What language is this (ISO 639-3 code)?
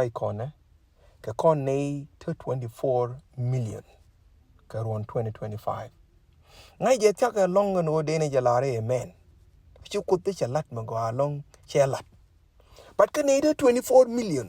nus